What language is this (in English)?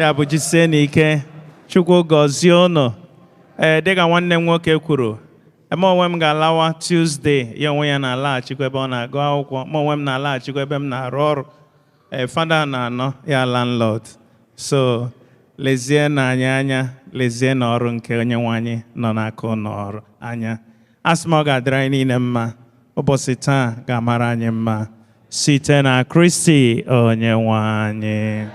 Igbo